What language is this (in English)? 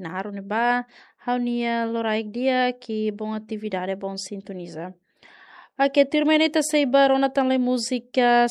Tetum